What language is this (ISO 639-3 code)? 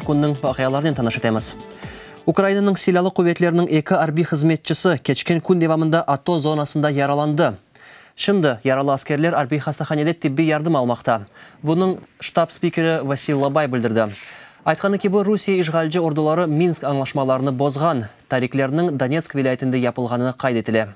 crh